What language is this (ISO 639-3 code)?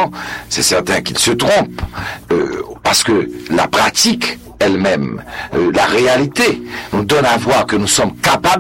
fra